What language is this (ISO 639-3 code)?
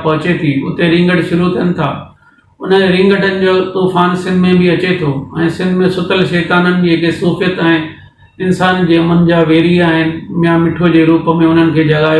snd